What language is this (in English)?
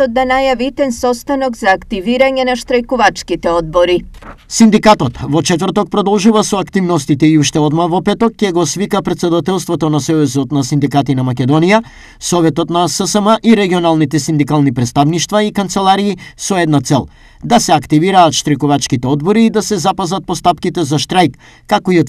Macedonian